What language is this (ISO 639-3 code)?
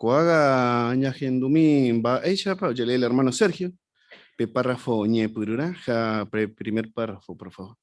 grn